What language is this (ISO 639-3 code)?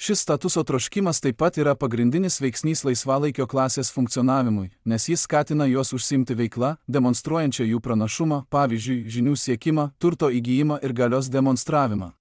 lit